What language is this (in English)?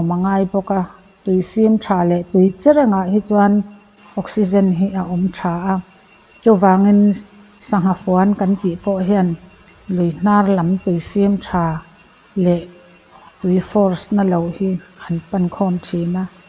Mizo